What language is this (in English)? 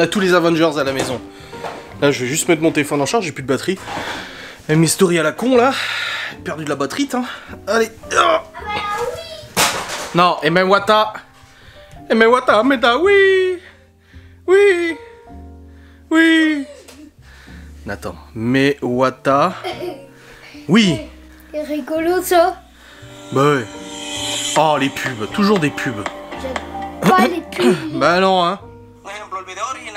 French